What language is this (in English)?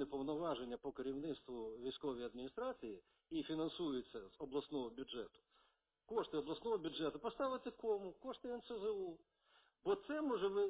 Ukrainian